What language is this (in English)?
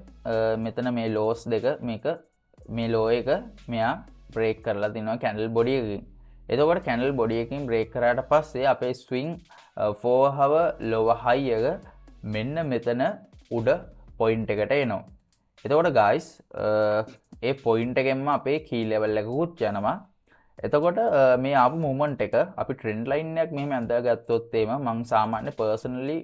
Sinhala